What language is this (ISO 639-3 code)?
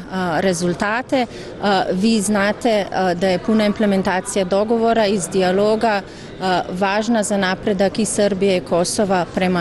srp